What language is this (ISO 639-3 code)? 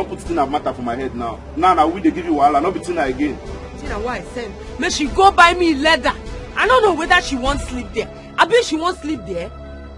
pcm